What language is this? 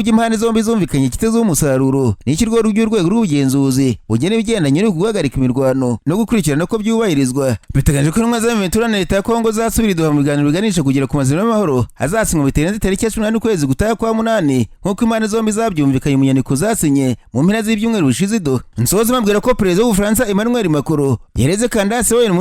Kinyarwanda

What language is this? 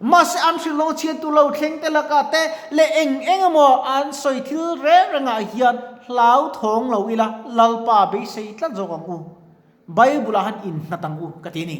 Mizo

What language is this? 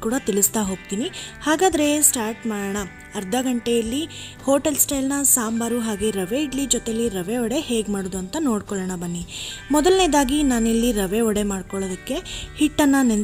Kannada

